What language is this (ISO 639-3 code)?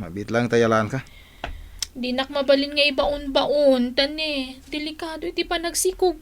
ilo